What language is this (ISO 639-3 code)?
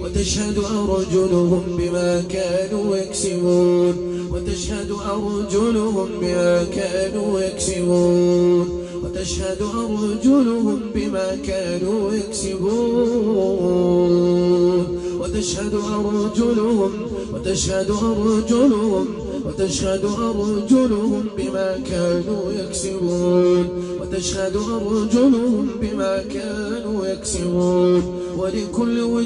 ara